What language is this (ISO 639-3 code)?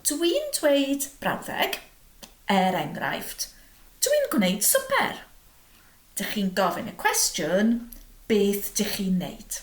cym